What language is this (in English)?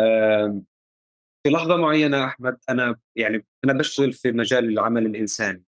North Levantine Arabic